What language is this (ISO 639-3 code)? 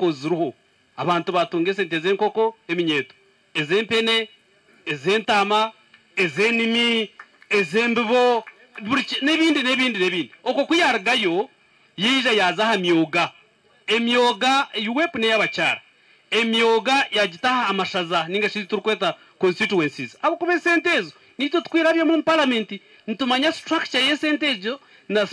nyn